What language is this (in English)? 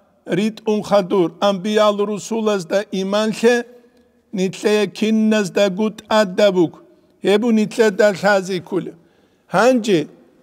Avaric